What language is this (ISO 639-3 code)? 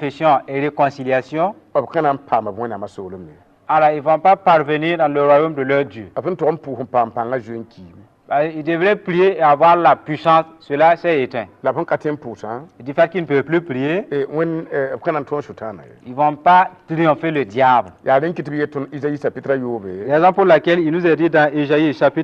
mos